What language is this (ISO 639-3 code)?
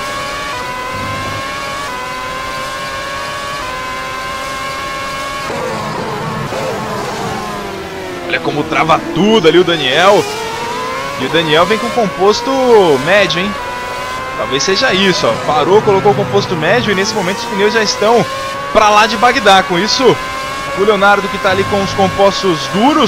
por